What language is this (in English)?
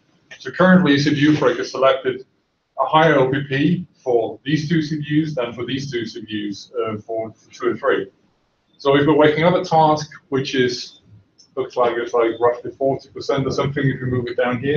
English